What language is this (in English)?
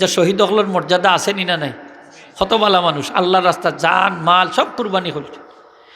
Sylheti